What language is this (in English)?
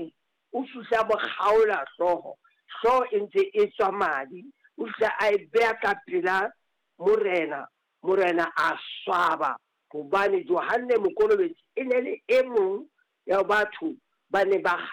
Southern Sotho